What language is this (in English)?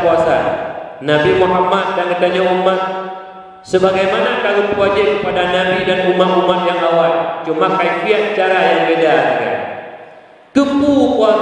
Achinese